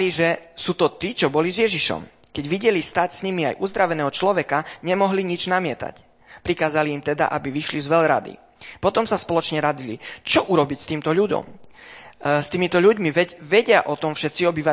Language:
Slovak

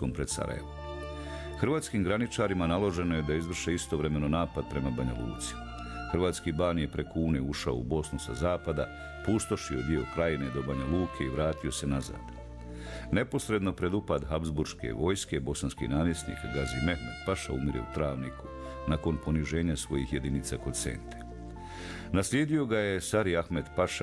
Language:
Bosnian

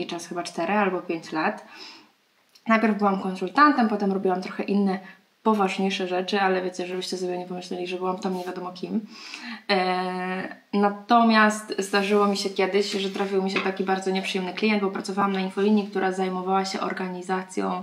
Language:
Polish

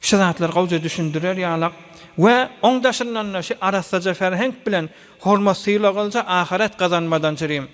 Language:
Turkmen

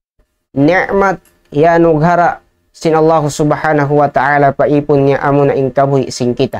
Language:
Tausug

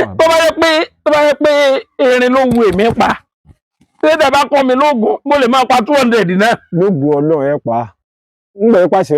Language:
Yoruba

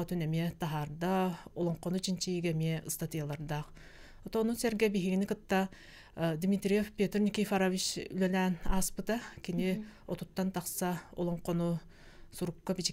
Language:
Yakut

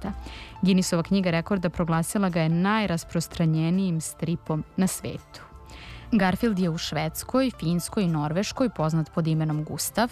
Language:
Serbian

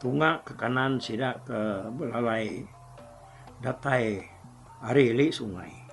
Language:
Iban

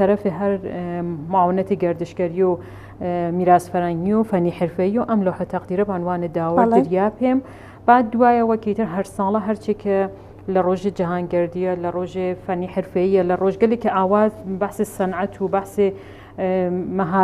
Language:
Central Kurdish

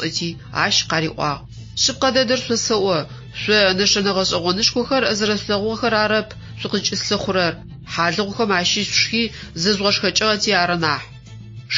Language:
Adyghe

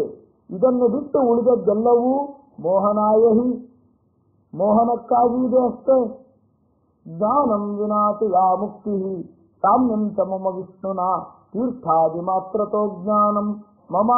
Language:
Kannada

